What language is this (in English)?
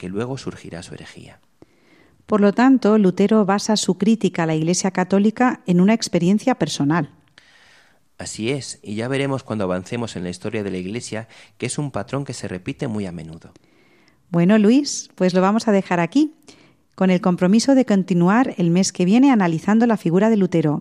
Spanish